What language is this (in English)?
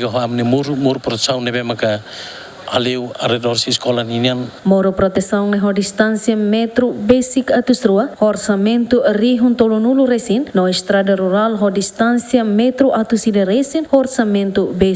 Tetum